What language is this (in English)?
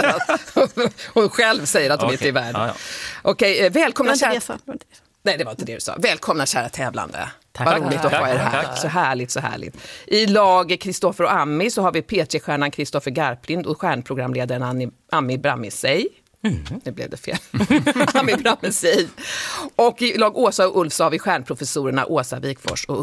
Swedish